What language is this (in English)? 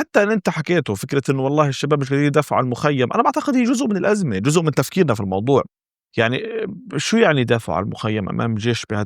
North Levantine Arabic